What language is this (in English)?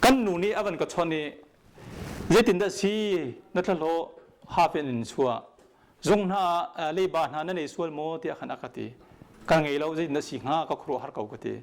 Hakha Chin